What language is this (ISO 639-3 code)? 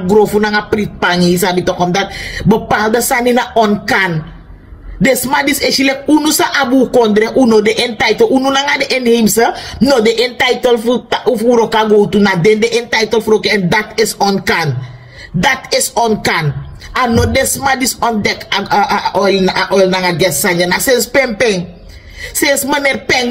srn